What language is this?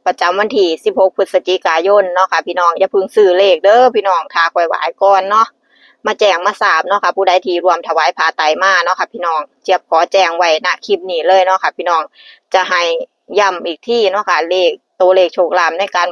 Northeastern Thai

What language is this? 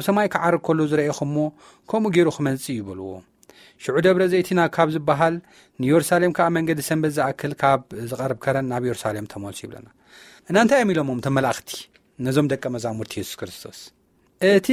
Tigrinya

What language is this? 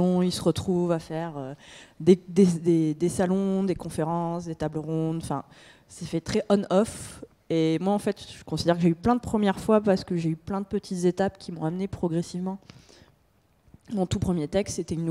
French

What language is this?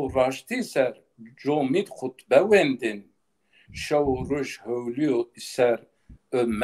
Zaza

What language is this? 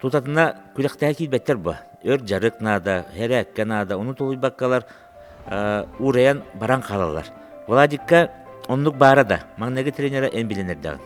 Yakut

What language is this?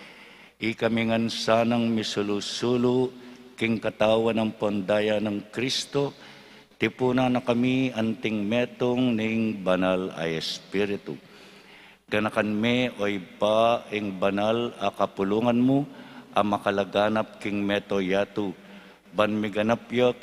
Pampanga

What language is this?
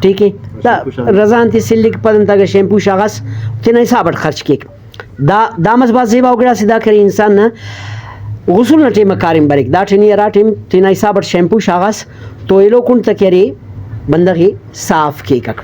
Brahui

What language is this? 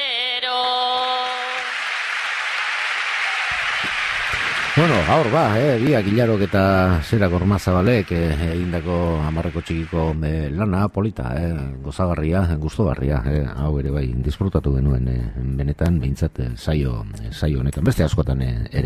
Basque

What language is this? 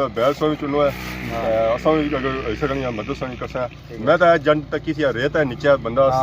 Pahari-Potwari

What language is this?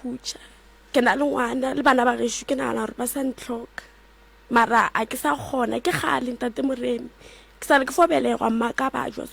Northern Sotho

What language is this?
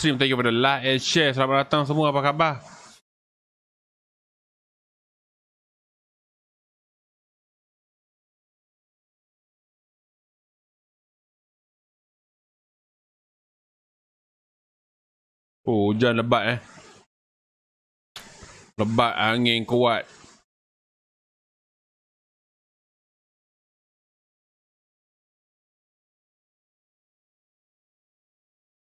Malay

